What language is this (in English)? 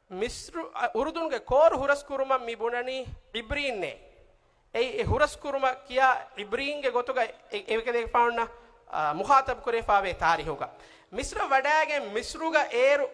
Divehi